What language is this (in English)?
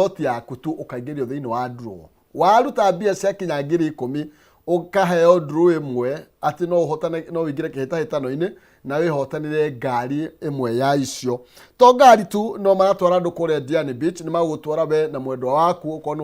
Kikuyu